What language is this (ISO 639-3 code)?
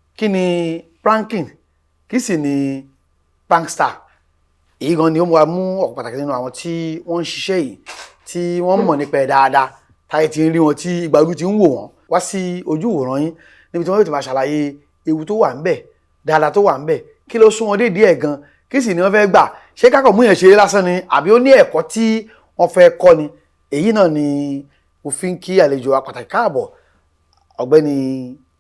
yor